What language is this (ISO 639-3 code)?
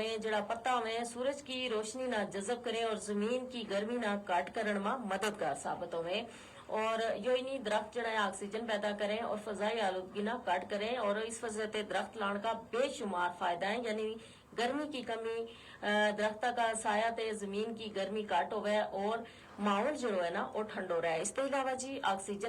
gju